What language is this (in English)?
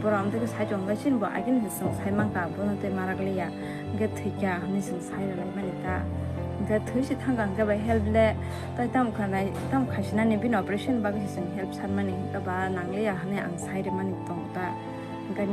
Kok Borok